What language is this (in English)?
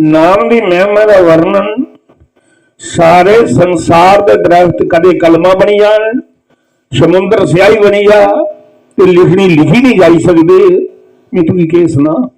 Dogri